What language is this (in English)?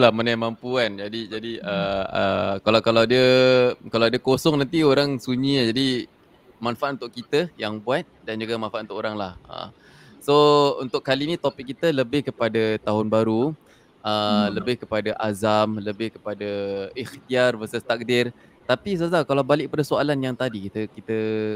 Malay